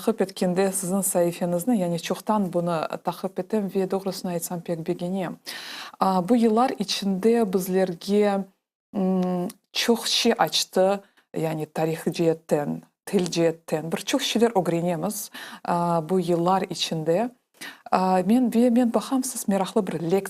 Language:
Crimean Tatar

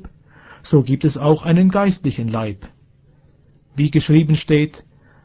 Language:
German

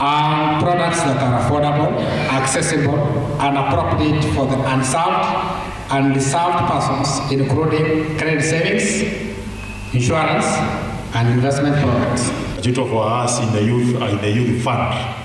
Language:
Gusii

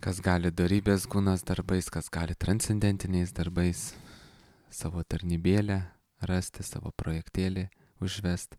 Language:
Lithuanian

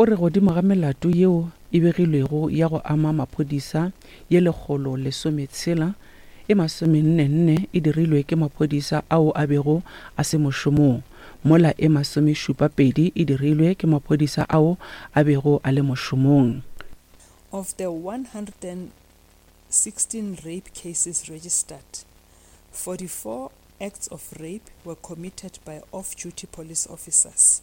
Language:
Northern Sotho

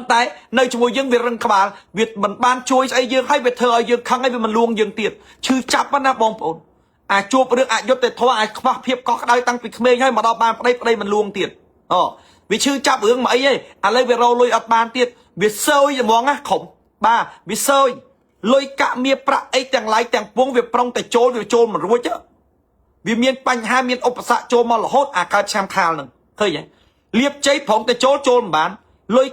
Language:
Khmer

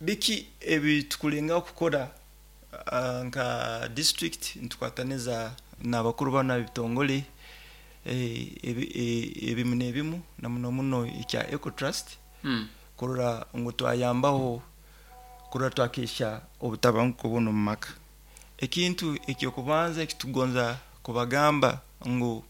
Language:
Nyoro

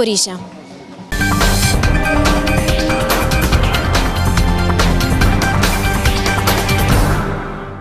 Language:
Ukrainian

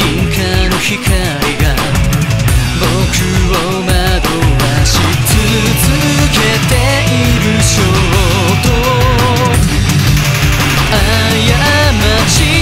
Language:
Japanese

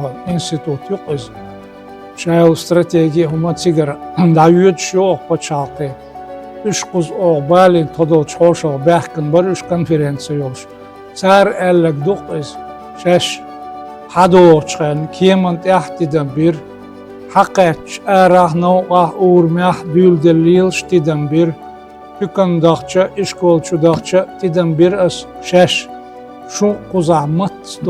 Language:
Chechen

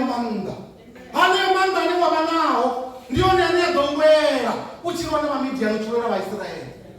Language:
Venda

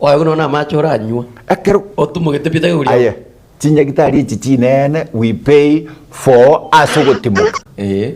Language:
Gusii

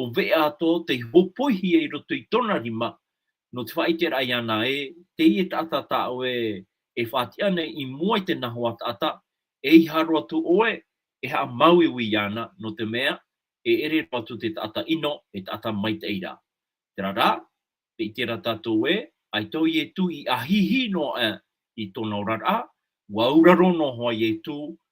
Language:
Tahitian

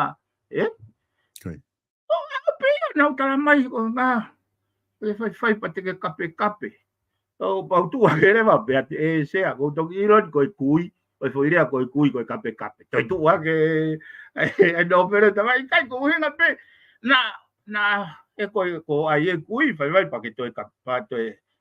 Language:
Tongan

